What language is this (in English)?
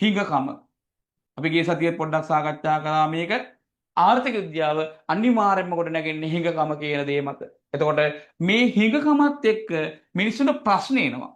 Sinhala